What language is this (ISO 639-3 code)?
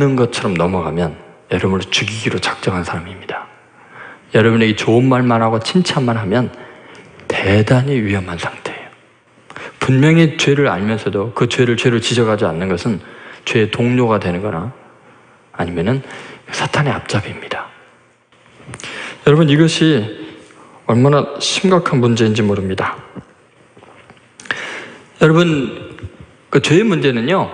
kor